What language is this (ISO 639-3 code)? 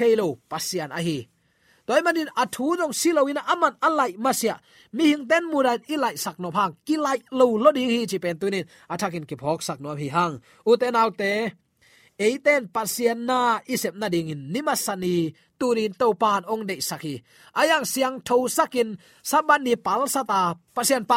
ctd